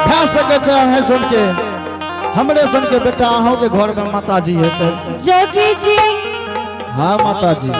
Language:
Angika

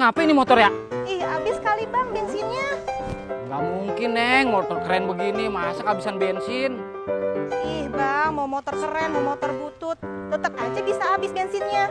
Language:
Betawi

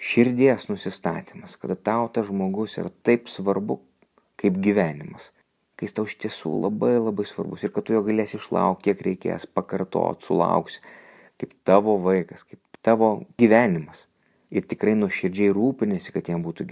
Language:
Lithuanian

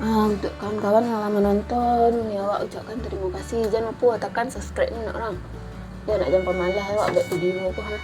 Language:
Minangkabau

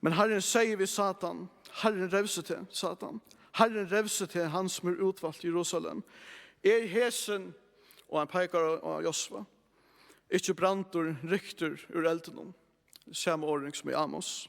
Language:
Faroese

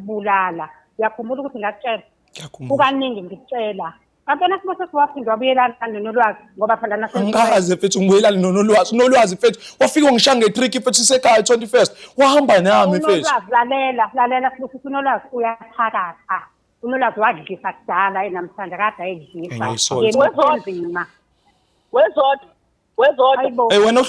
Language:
Zulu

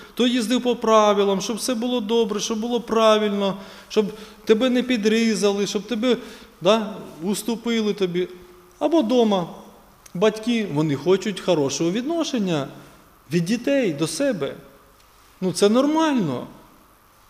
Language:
Ukrainian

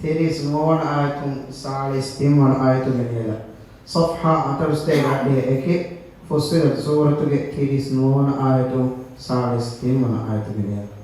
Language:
Divehi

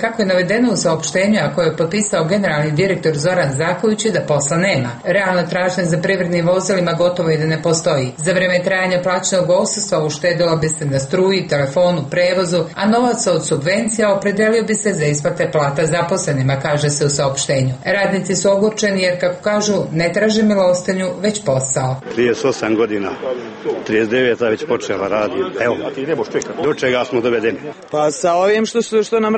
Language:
Serbian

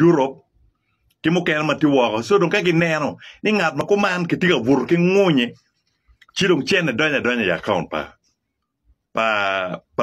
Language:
Acoli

